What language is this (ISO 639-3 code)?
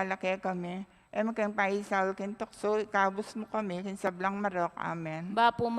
pam